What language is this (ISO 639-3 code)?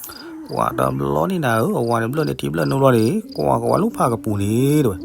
ksw